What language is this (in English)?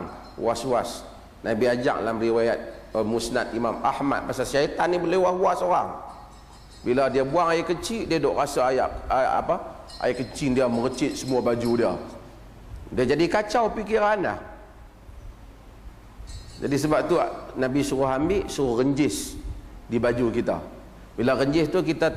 Malay